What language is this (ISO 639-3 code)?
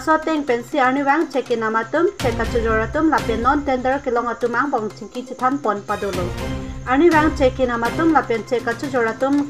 mjw